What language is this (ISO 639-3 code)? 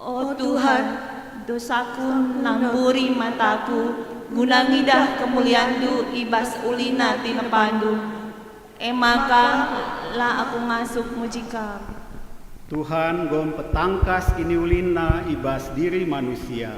btx